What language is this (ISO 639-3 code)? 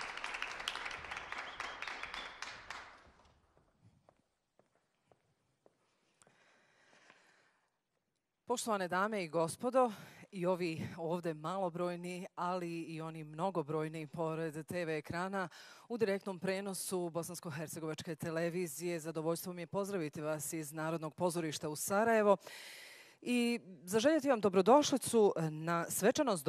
bos